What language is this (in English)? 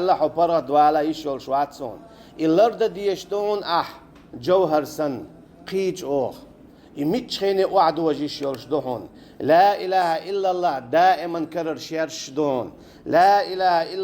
Chechen